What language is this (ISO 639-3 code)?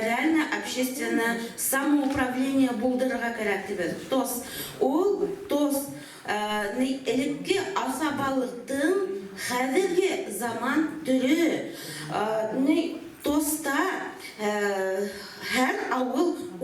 bak